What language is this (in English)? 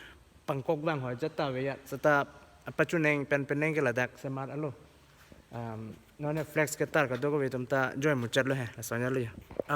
Karbi